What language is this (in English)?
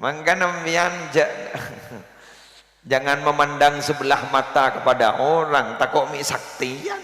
Madurese